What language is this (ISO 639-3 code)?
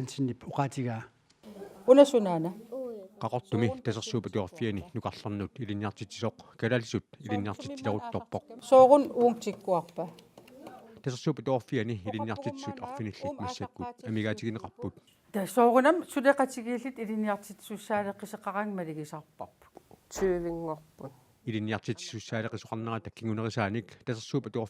kal